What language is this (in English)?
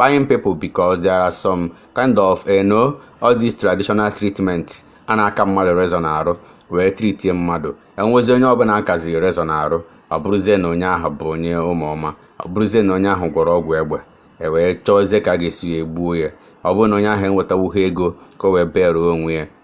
Igbo